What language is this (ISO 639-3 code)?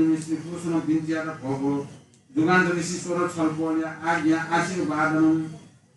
new